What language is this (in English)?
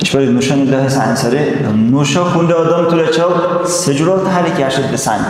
Dargwa